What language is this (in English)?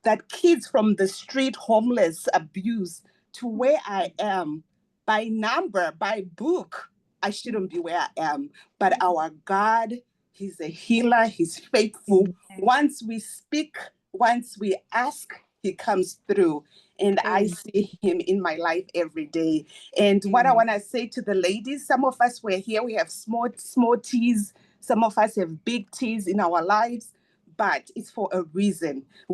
English